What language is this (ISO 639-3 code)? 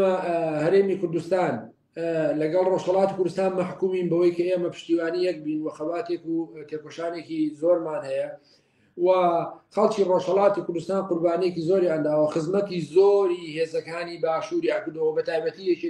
ckb